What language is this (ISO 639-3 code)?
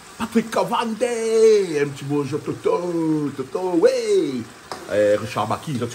rcf